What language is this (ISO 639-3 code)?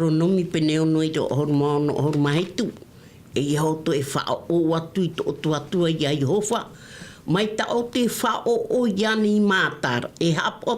tah